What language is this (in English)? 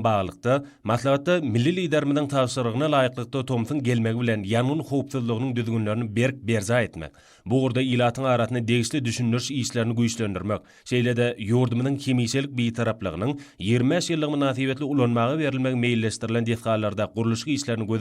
Turkmen